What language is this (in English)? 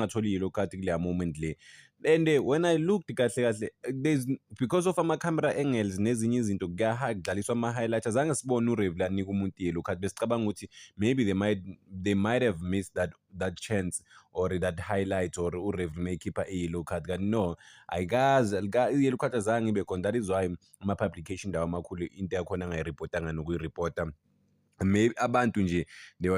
Zulu